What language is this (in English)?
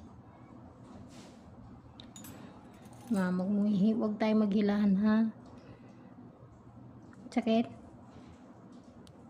Filipino